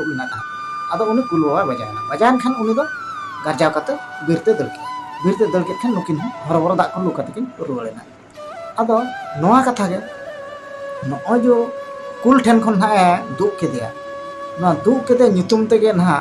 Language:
Santali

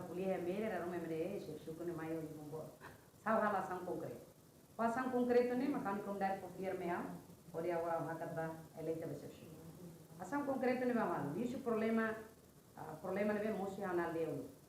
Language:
Tetum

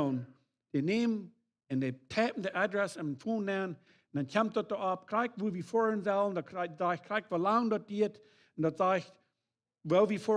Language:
Plautdietsch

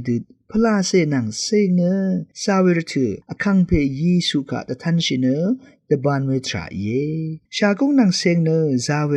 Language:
Rawang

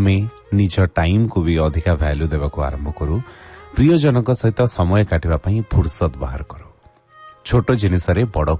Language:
Odia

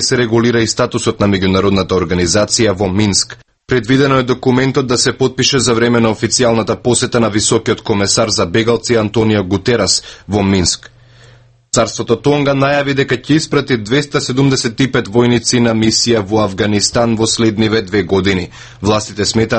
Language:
Macedonian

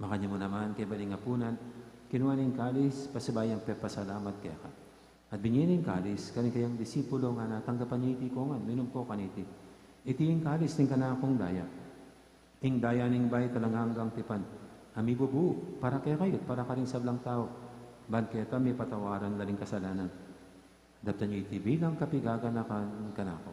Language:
Pampanga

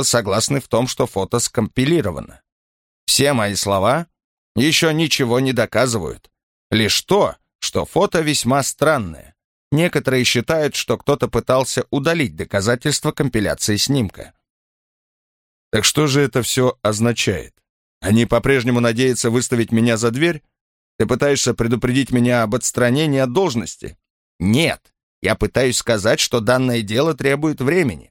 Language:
Russian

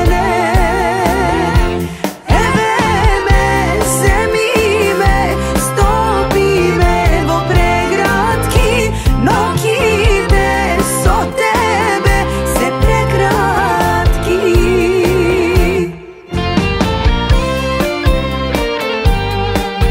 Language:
Macedonian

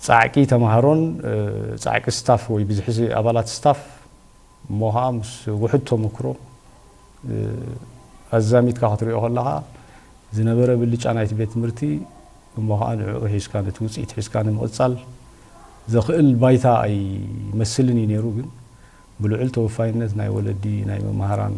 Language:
Tigrinya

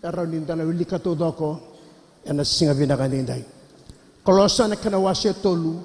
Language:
Fijian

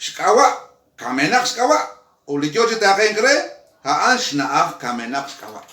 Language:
Kekchí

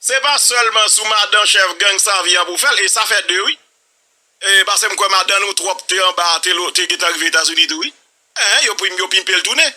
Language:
Haitian Creole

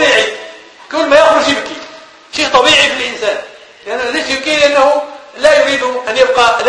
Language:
Arabic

